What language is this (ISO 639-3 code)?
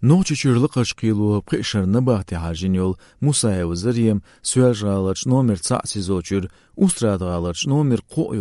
che